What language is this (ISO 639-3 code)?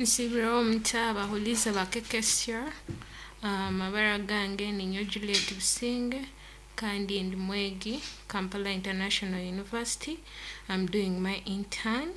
nyn